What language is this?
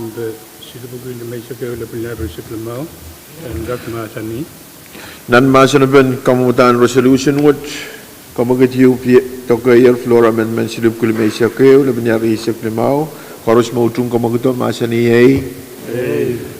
Pohnpeian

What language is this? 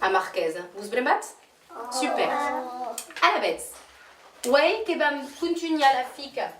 Occitan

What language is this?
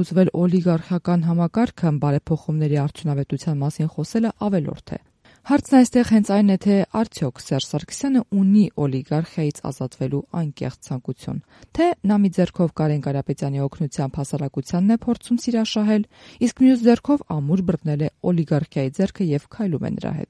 Armenian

